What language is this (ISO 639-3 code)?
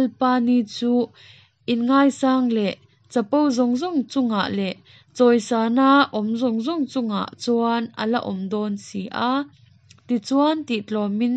cnh